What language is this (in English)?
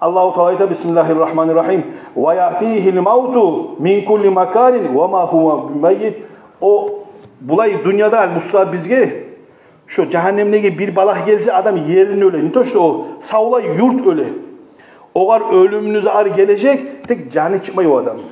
Kumyk